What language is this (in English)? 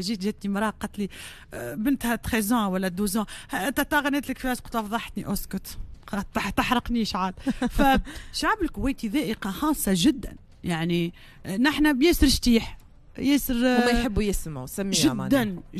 Tunisian Arabic